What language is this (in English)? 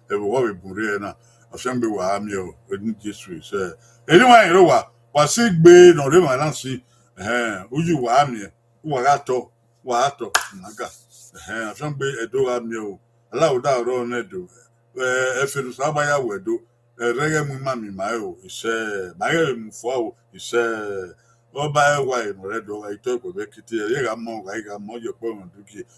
Bini